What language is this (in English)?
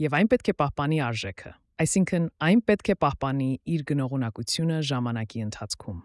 Armenian